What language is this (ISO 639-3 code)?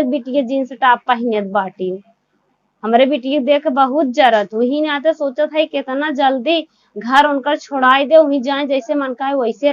awa